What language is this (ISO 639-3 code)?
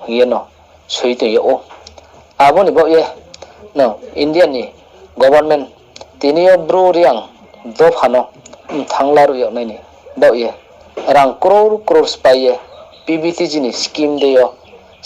ria